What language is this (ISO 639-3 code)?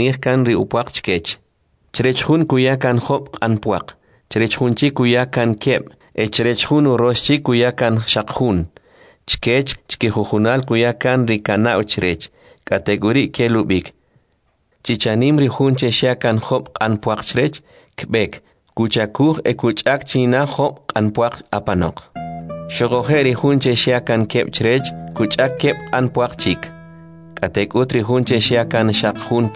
quc